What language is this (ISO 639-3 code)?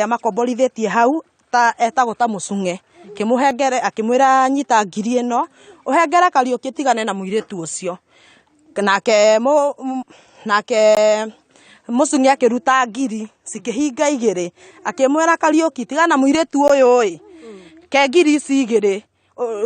kik